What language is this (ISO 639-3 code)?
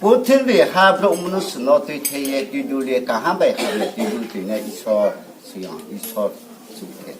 ria